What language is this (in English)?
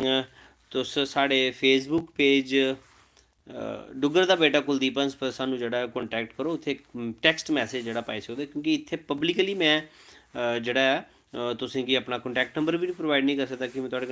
Dogri